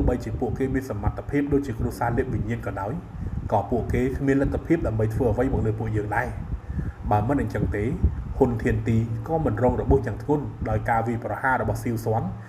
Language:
Khmer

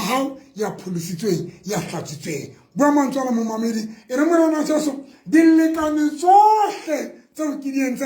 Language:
Southern Sotho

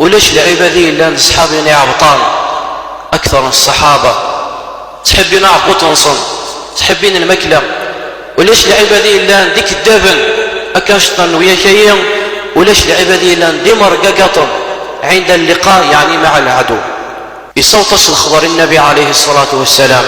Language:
Kabyle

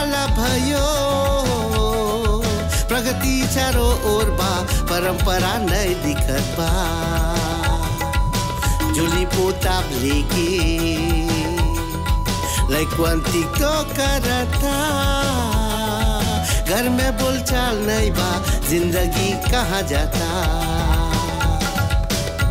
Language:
Bhojpuri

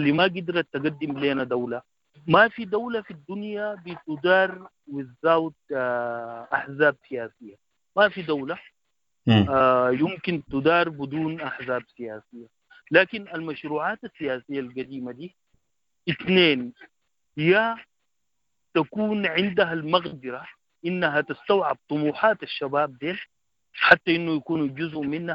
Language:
Sudanese Arabic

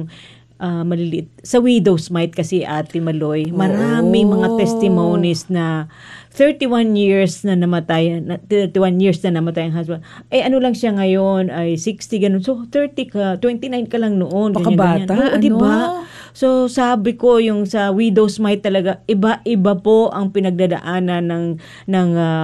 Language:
Filipino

